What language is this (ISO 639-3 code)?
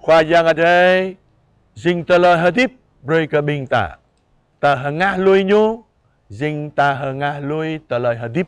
jra